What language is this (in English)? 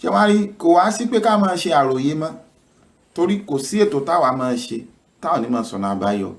Yoruba